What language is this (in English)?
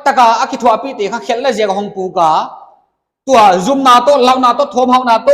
Paite Chin